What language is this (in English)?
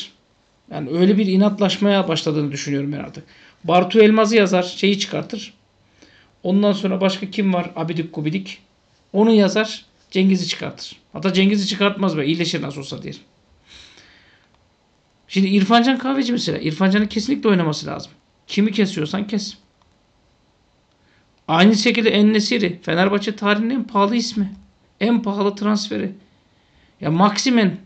Turkish